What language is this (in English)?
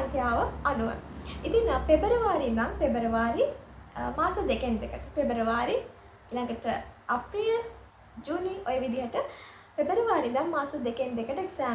Sinhala